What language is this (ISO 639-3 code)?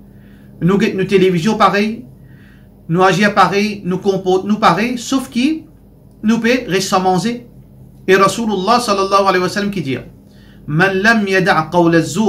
mfe